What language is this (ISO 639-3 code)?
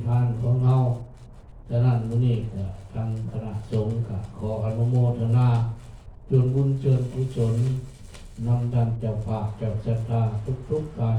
pli